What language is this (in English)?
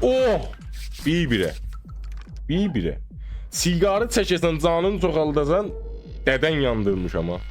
South Azerbaijani